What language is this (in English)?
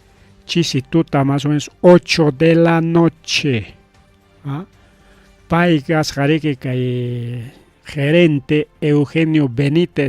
Ayacucho Quechua